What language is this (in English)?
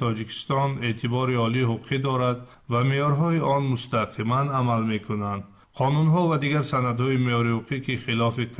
Tajik